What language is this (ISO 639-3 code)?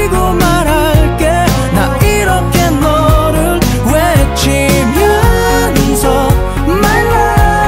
kor